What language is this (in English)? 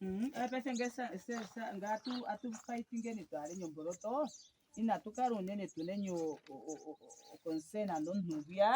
Ndonga